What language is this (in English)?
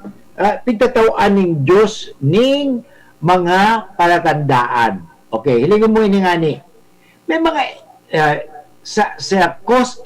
Bikol